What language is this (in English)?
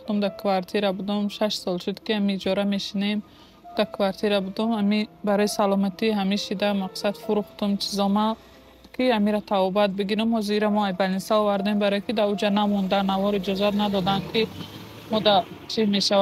Tajik